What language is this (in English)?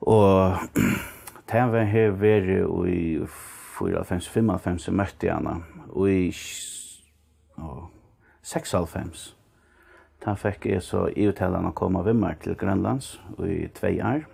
Faroese